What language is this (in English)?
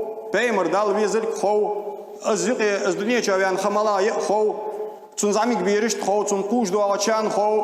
Ingush